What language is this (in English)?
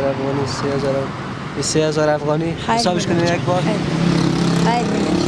Persian